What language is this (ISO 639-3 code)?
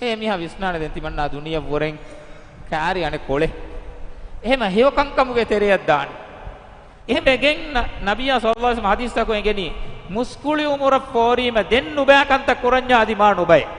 div